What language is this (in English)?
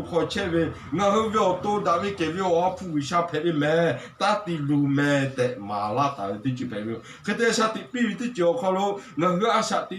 Lahu